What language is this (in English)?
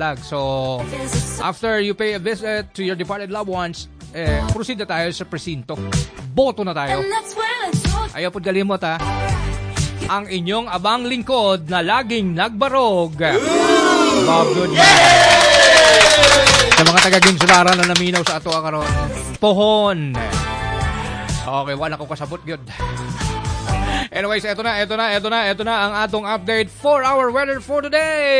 Cebuano